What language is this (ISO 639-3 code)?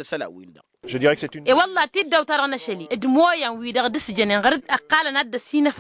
taq